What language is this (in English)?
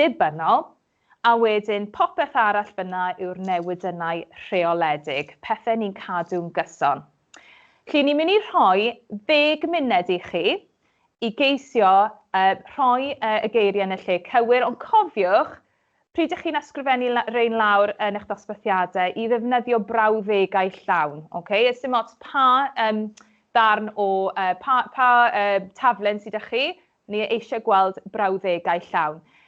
Welsh